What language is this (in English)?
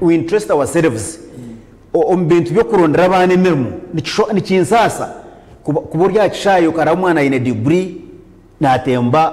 Nyankole